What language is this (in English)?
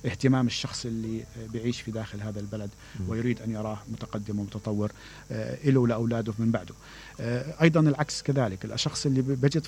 Mesopotamian Arabic